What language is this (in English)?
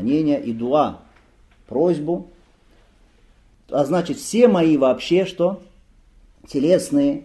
Russian